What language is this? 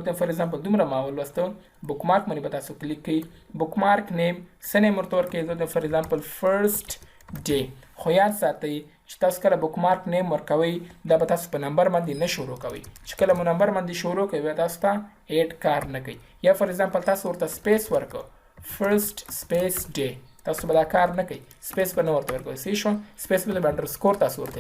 Pashto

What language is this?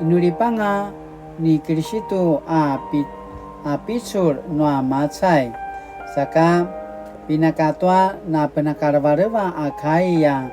Paiwan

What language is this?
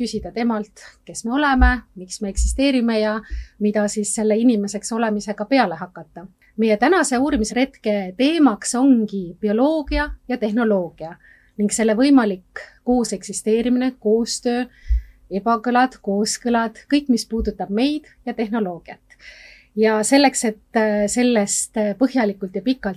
Estonian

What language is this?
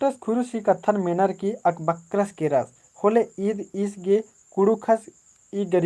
Kurukh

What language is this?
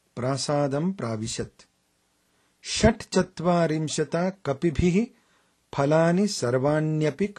Sanskrit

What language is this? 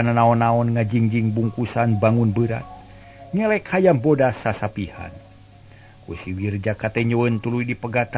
Sundanese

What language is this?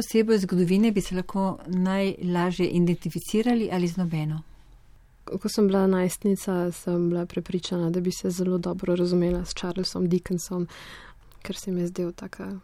Slovenian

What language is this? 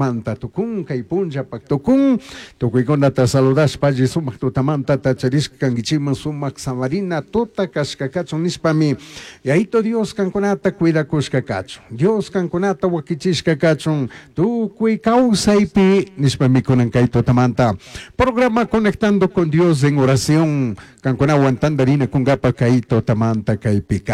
Chimborazo Highland Quichua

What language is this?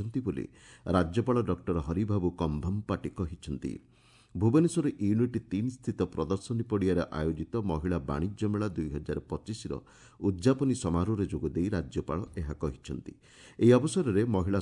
Odia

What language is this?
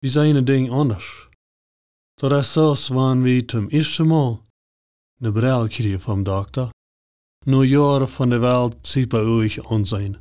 Plautdietsch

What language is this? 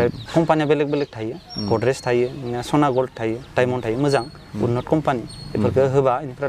Bodo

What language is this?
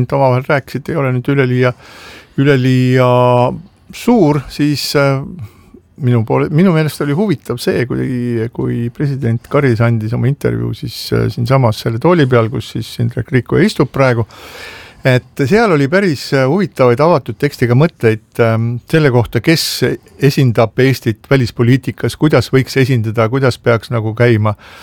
Estonian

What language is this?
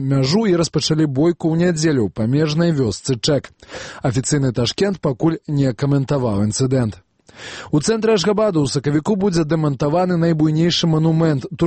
Belarusian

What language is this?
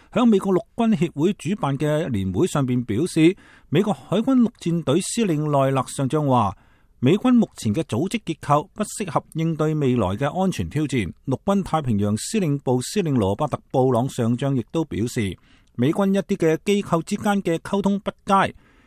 Cantonese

